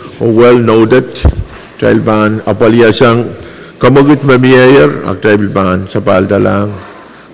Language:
Pohnpeian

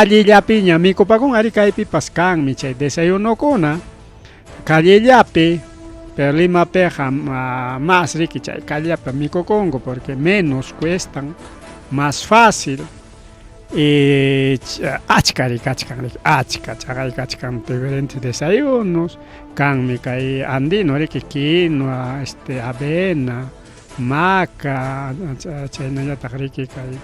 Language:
Ayacucho Quechua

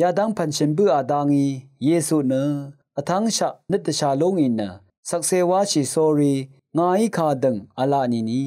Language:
Rawang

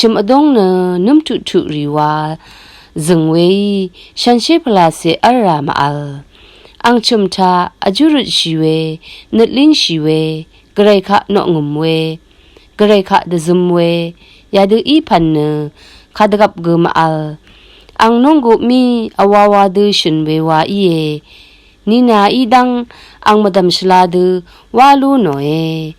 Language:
Rawang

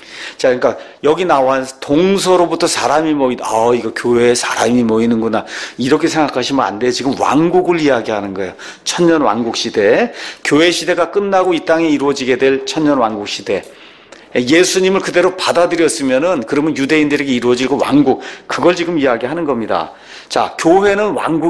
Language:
Korean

